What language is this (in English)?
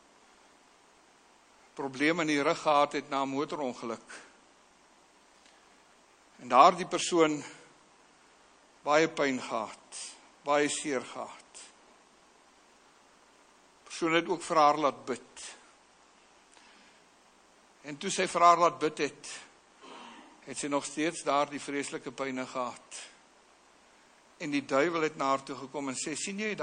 Afrikaans